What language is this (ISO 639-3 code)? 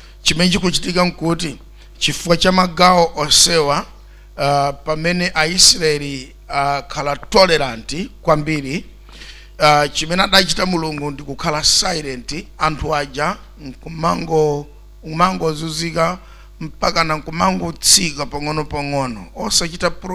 nya